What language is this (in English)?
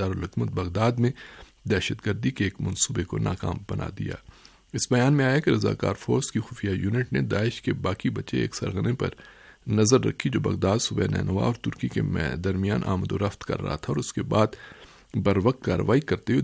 Urdu